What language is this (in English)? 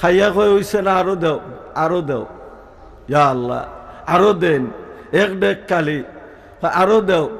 Sylheti